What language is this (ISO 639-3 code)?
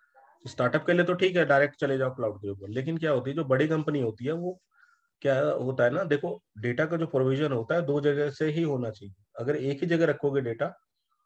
hin